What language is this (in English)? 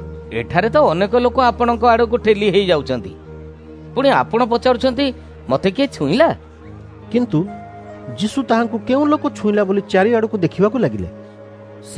Odia